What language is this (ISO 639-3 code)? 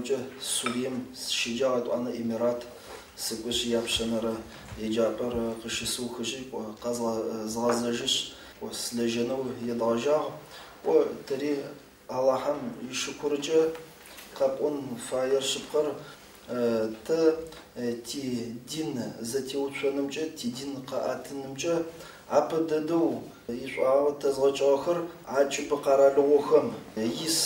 ady